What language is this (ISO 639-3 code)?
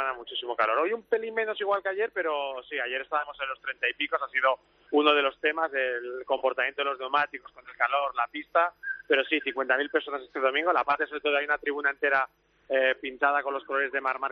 spa